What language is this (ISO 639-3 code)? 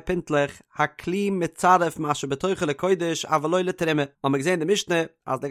yid